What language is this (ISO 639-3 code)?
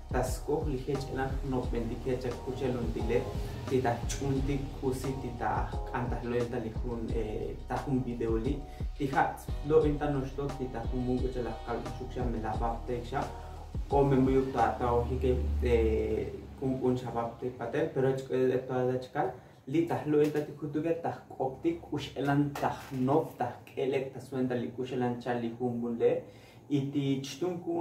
tzo